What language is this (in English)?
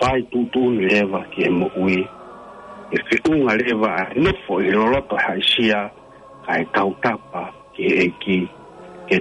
Tongan